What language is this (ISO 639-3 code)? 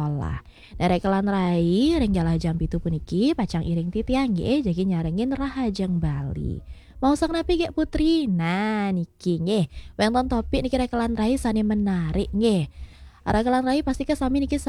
ban